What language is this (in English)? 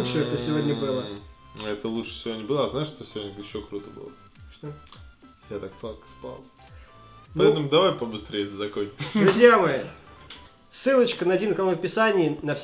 Russian